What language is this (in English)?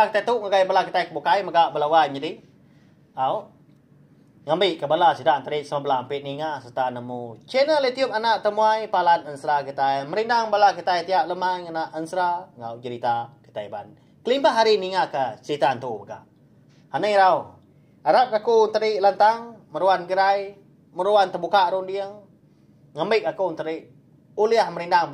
Iban